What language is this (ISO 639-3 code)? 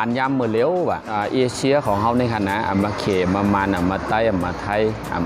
shn